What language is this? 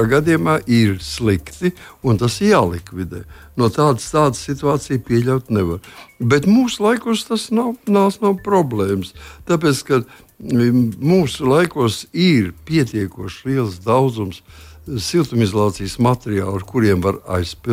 Latvian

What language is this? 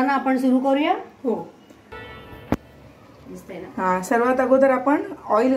Marathi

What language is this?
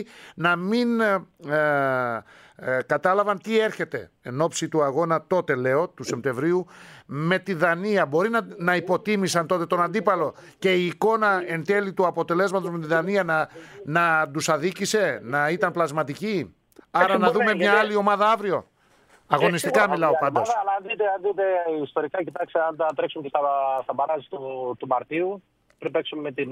Greek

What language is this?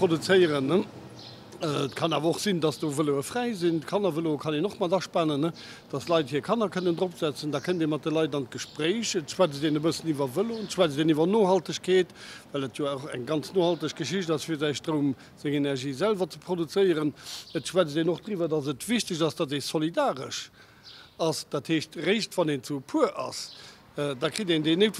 Luxembourgish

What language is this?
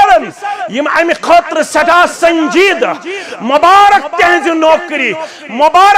Kashmiri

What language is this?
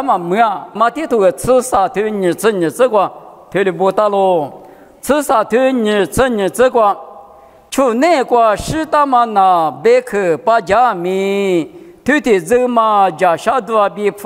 Lisu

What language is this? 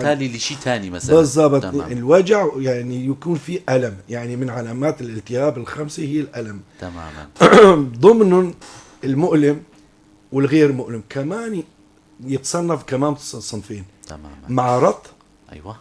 North Levantine Arabic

